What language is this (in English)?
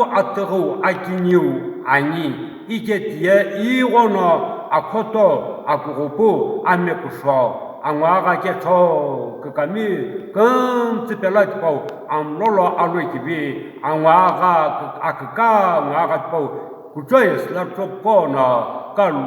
Sumi Naga